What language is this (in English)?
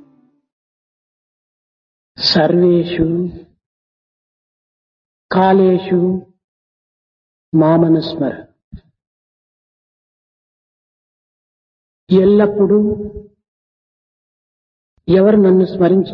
Telugu